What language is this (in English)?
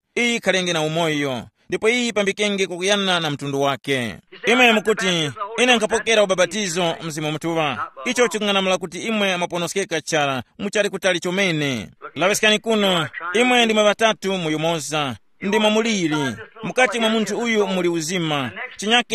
Tumbuka